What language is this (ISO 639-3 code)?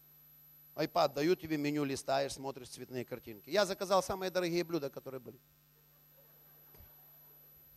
rus